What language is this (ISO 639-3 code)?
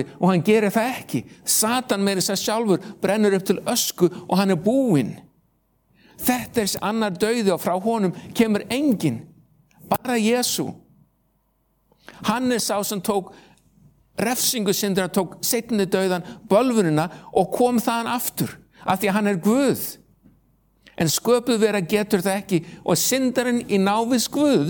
isl